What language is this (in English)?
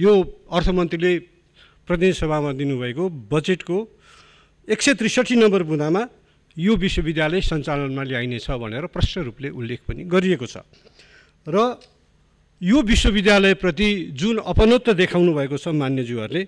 Nepali